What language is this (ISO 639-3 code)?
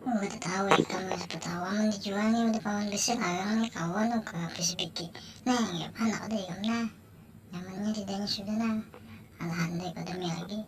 bjn